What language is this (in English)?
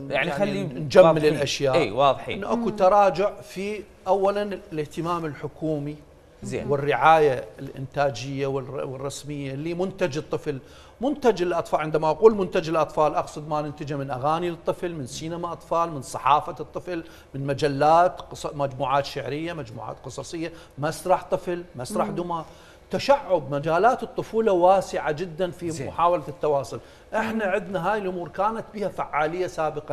Mesopotamian Arabic